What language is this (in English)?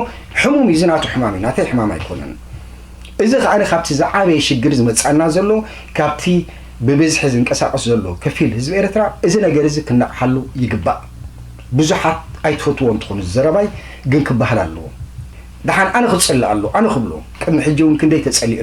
Tigrinya